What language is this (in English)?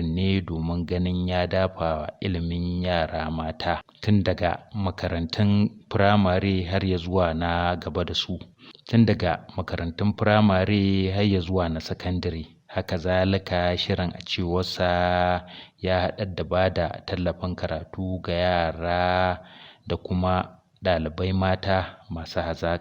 Hausa